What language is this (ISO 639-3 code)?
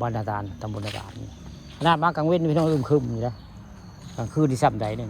tts